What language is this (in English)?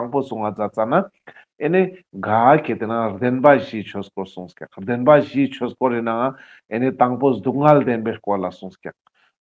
Ladakhi